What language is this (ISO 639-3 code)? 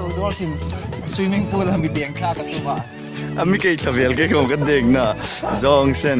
hmr